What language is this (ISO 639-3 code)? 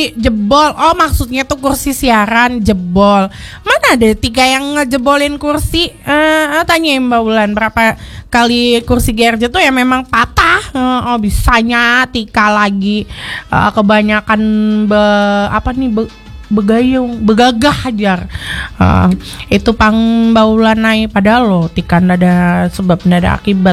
bjn